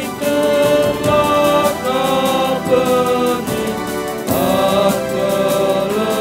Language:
Batak Karo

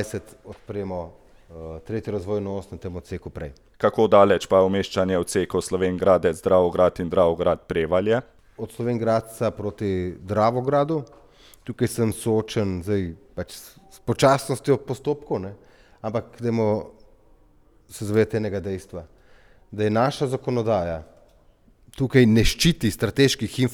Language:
Slovenian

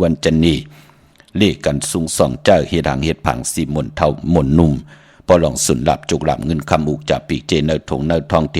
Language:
Shan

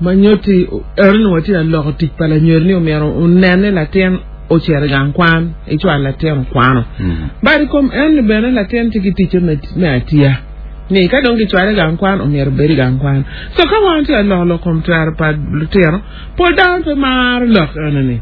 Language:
Acoli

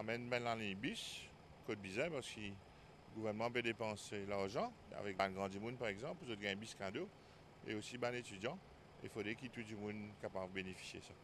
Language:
Morisyen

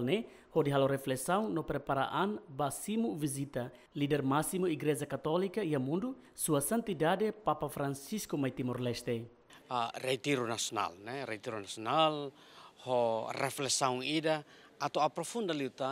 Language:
Tetum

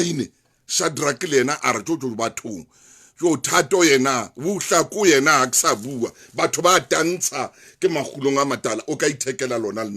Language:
Southern Sotho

